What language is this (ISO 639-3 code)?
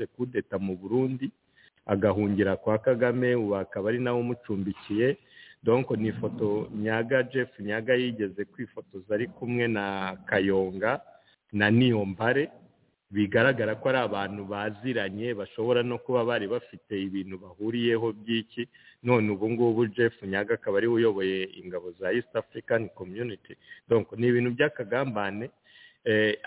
kin